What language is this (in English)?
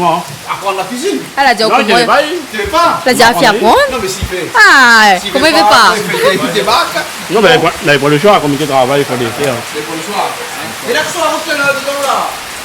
Réunion Creole French